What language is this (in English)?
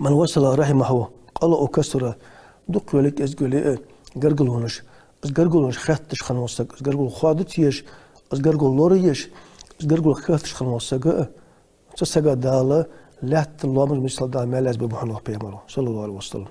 Ingush